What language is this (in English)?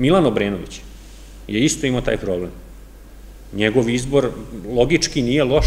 Serbian